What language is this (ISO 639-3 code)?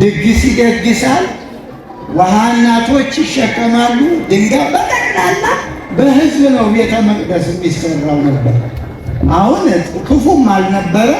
amh